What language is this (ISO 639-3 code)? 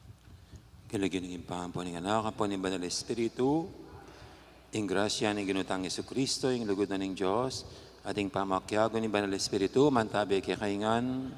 pam